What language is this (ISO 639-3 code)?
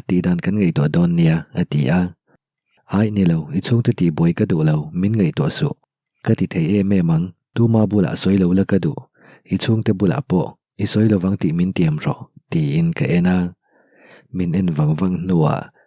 lus